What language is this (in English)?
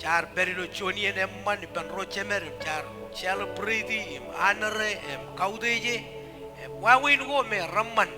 Marshallese